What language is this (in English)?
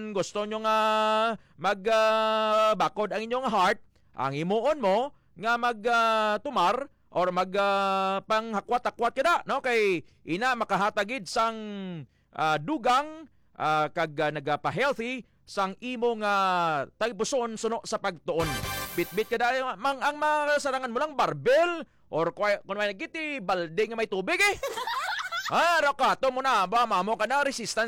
Hiligaynon